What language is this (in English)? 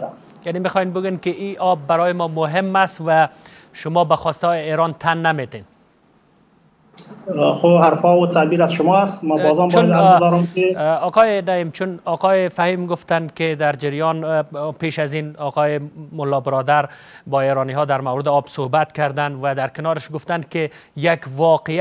Persian